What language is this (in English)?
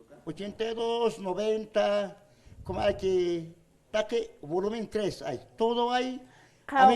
Aymara